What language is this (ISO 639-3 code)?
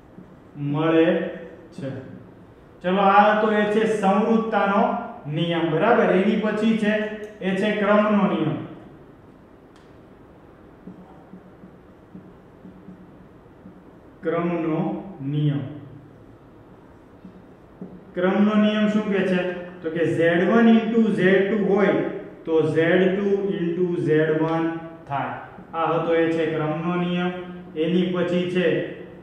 guj